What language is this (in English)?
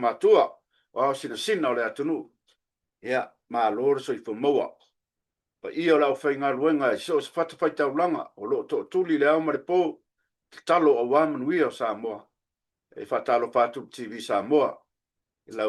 Samoan